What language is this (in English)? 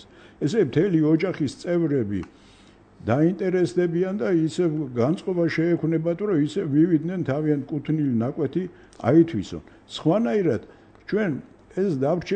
Georgian